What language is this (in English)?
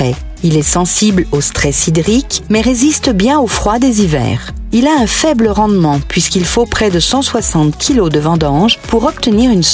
French